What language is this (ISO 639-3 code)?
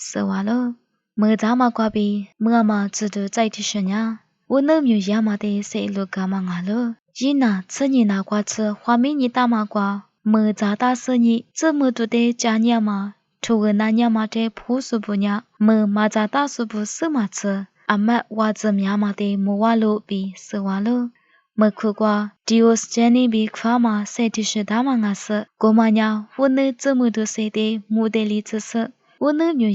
lis